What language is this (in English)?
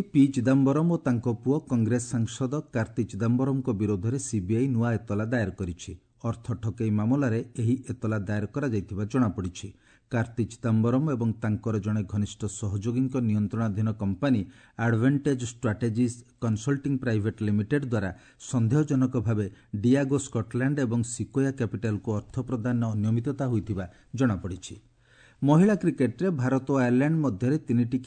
Odia